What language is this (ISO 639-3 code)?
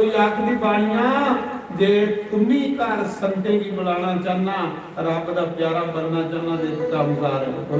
doi